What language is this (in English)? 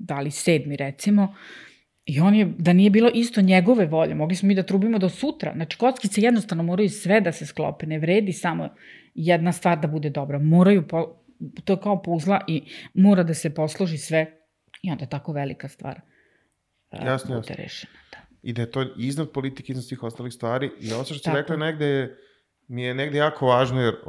Serbian